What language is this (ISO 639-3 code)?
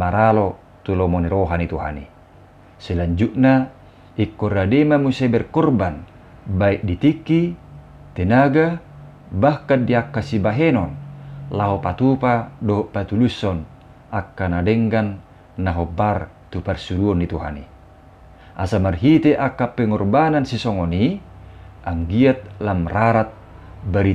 bbc